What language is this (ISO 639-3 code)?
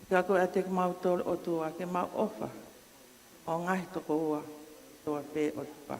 ton